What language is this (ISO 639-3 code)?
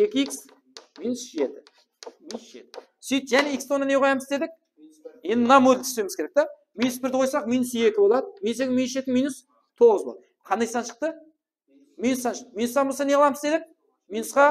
kaa